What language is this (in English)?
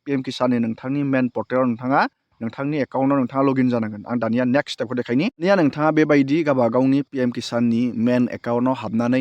Bodo